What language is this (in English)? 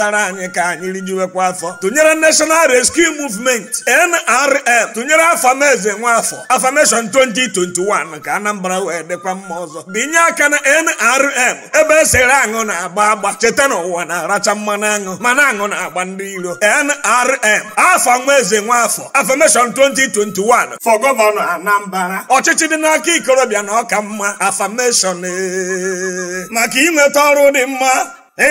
Igbo